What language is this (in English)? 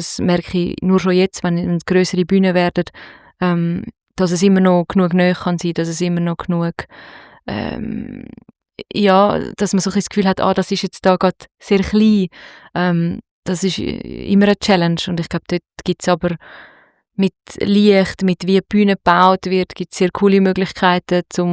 Swiss German